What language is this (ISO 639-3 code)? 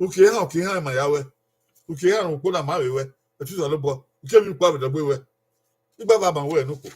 bin